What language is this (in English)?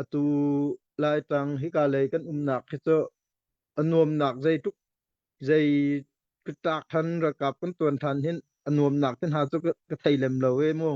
Hakha Chin